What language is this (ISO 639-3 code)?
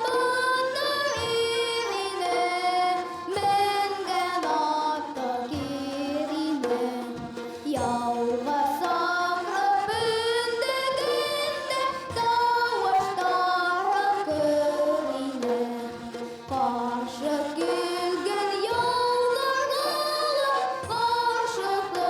bak